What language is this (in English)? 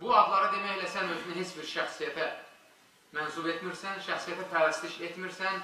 Azerbaijani